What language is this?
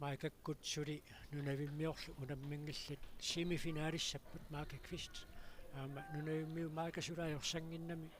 Kalaallisut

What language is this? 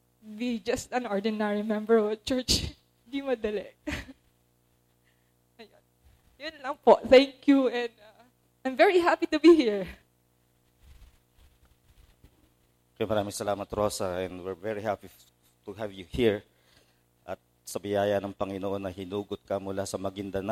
Filipino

